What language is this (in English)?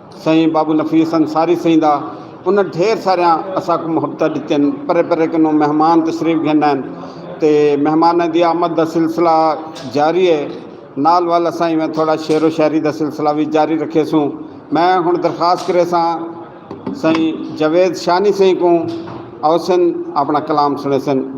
Saraiki